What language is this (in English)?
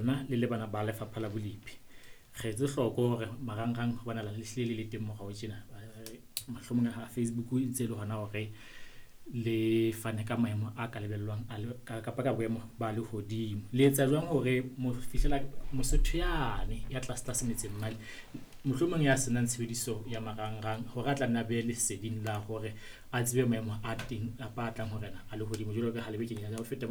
Southern Sotho